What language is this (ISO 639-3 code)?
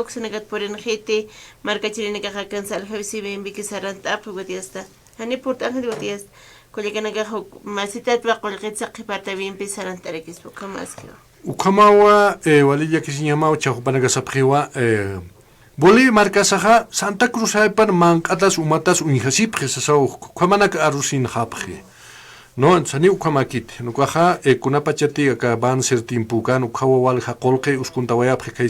aym